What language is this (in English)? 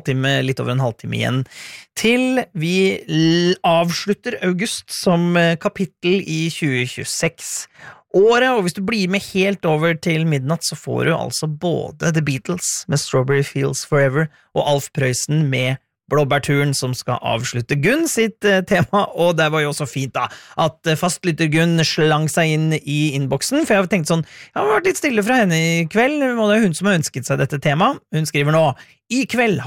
Norwegian